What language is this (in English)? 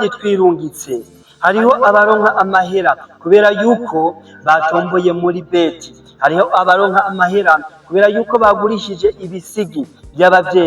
Rundi